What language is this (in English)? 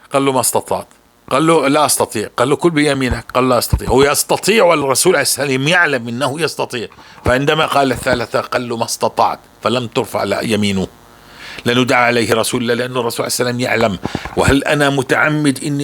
North Levantine Arabic